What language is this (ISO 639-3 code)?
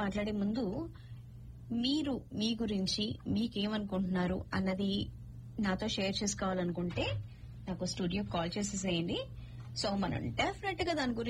tel